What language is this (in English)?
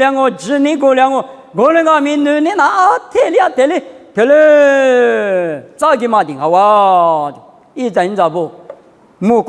Lisu